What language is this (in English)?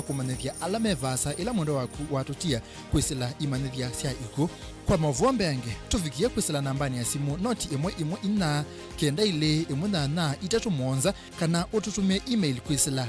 Kamba